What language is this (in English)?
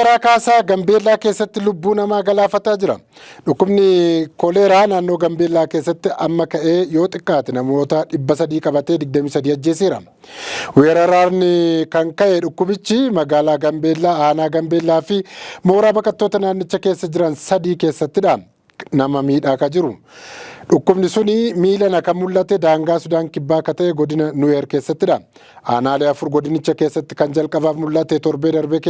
Oromo